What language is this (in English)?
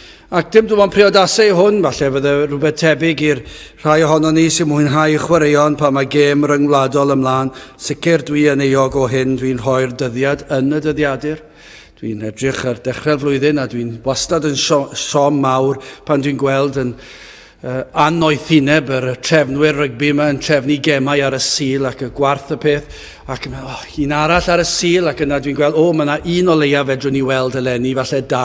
Welsh